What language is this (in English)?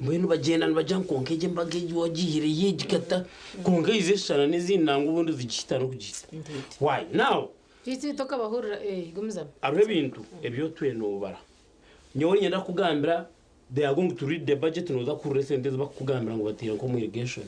Nyankole